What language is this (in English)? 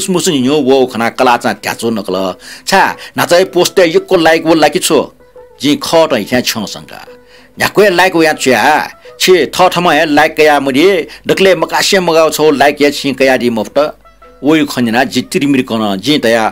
Newari